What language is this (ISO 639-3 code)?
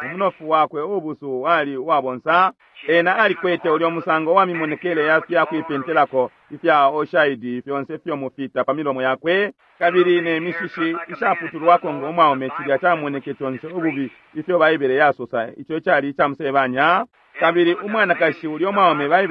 bem